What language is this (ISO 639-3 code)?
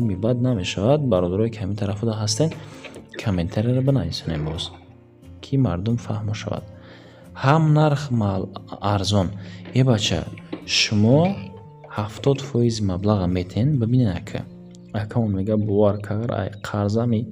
tgk